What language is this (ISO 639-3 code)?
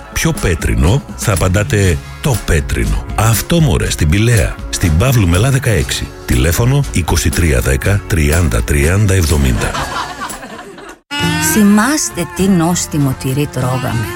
ell